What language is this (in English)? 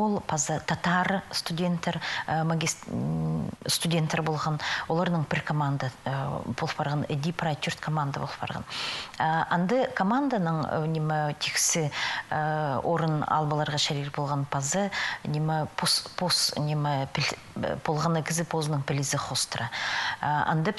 Khakas